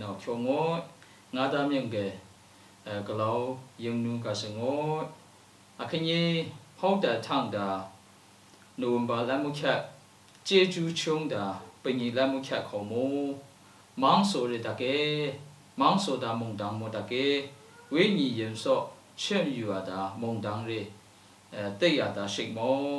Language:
Lashi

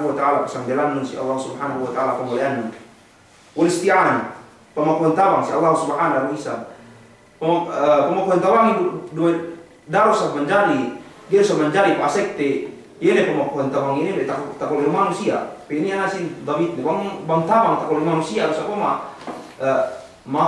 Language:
Yakan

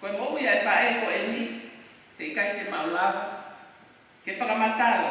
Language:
Tongan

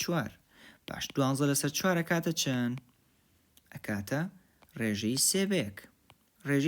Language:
Central Kurdish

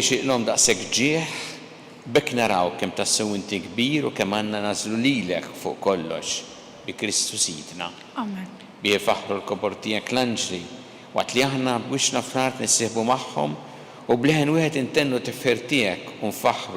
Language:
Maltese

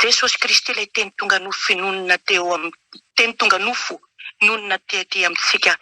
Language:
Malagasy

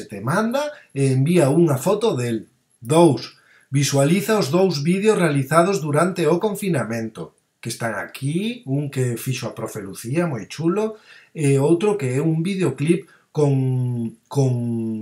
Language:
Galician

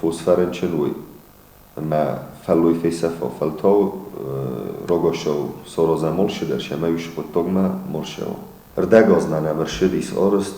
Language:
Ossetic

